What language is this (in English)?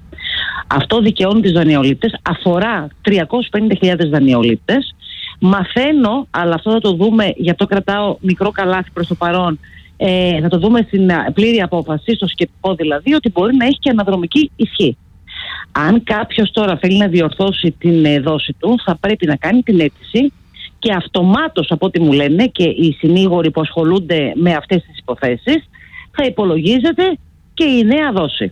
Greek